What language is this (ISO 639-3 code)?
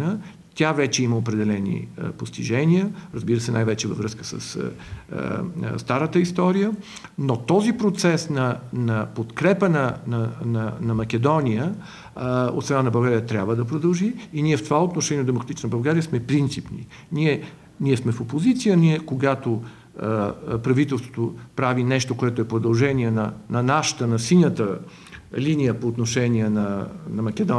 bul